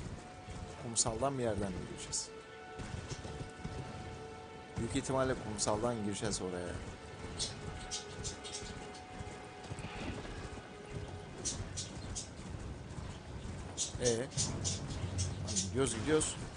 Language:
Turkish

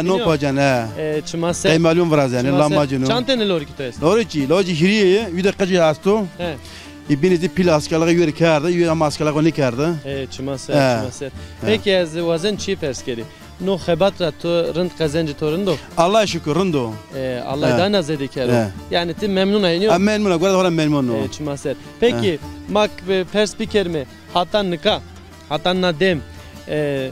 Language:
Zaza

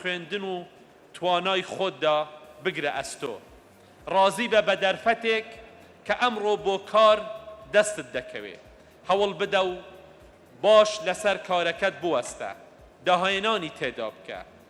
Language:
Central Kurdish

